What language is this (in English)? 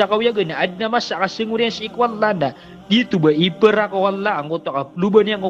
Maranao